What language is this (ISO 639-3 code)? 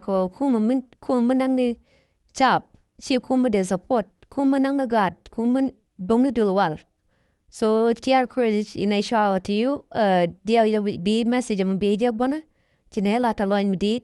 nus